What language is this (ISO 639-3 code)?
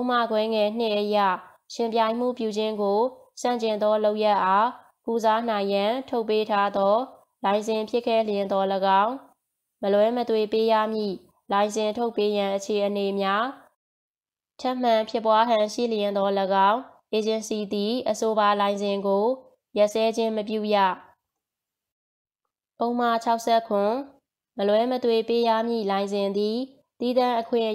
mya